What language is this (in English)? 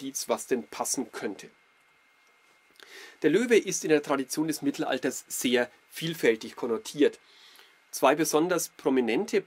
German